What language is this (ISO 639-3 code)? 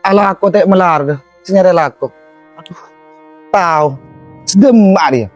mad